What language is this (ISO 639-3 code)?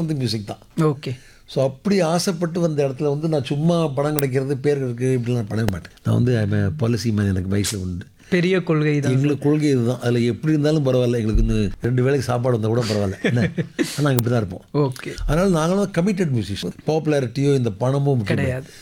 tam